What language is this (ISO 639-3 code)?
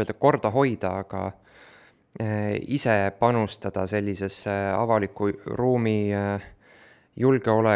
est